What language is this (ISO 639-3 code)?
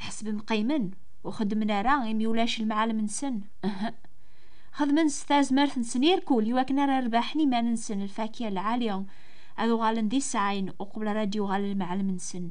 kab